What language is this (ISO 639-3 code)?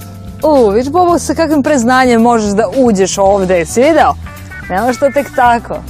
srp